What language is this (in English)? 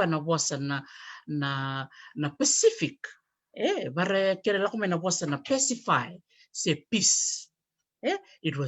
Fijian